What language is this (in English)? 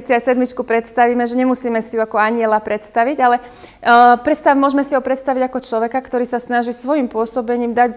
Slovak